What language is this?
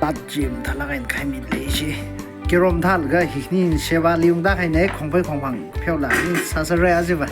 Tangkhul Naga (India)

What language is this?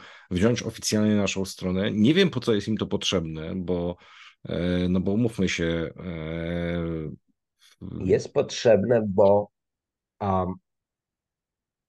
Polish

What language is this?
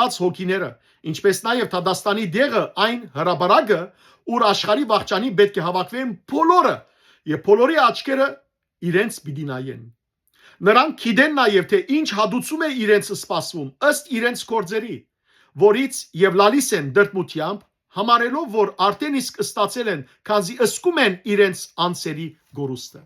Western Armenian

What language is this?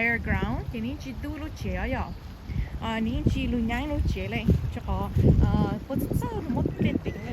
Hmong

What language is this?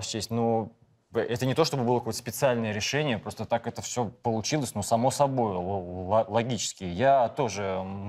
Russian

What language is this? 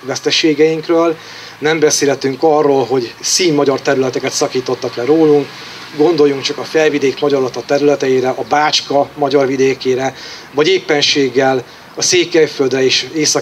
Hungarian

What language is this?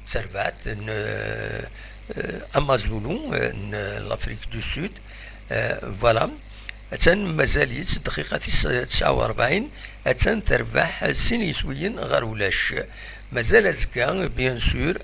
Kabyle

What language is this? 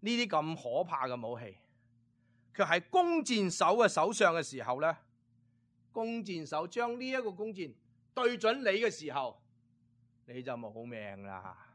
Cantonese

